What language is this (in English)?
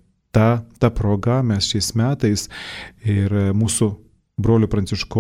Lithuanian